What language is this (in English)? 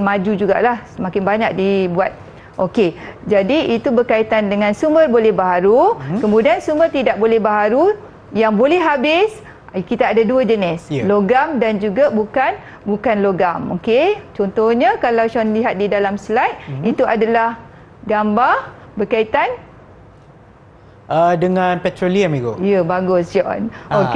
Malay